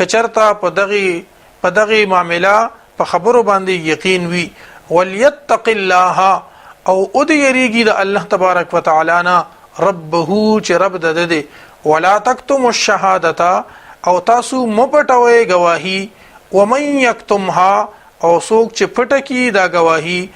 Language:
Pashto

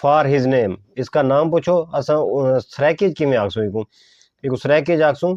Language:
Saraiki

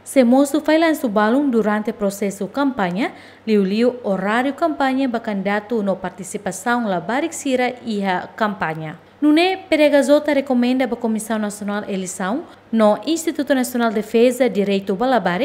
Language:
Tetum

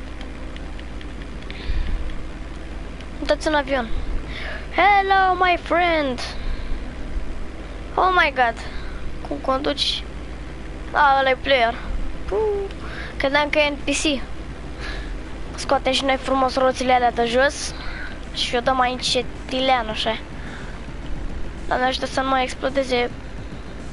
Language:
Romanian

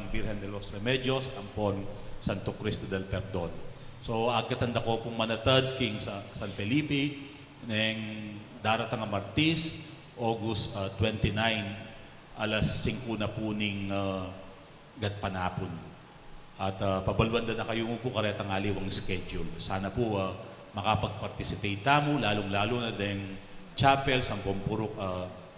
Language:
Pampanga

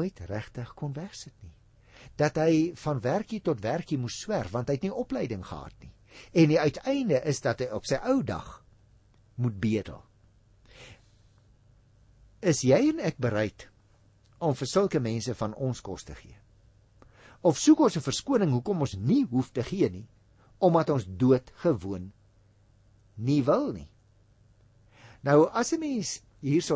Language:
Afrikaans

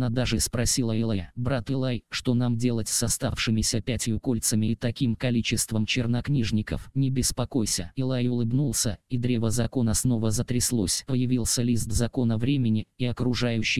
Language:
Russian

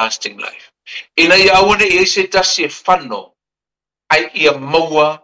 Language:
Samoan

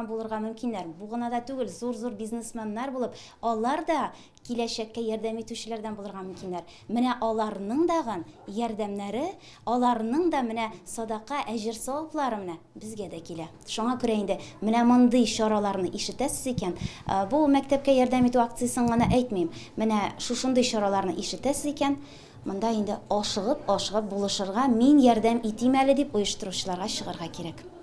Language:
Tatar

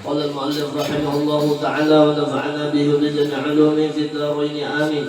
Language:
Banjar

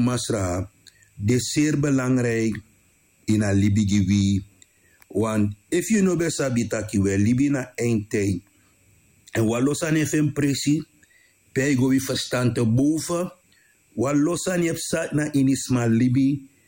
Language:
Sranan Tongo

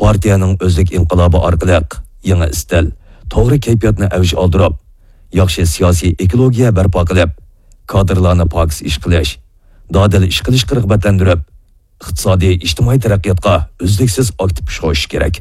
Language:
Uyghur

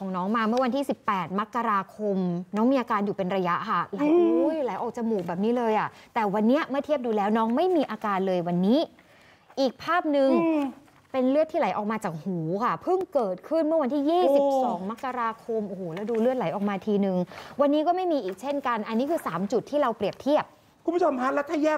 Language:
Thai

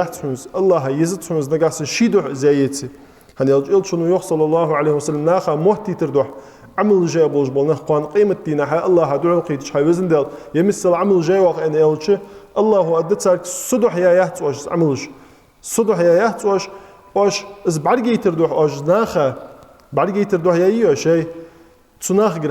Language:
Ingush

